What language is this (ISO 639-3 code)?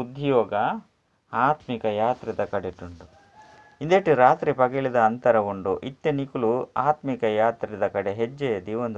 tcy